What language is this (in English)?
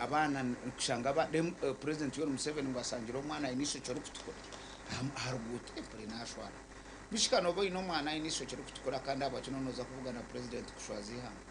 Nyankole